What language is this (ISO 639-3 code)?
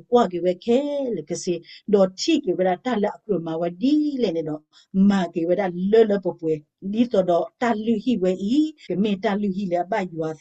ksw